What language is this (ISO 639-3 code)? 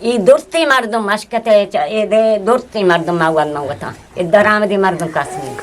bgp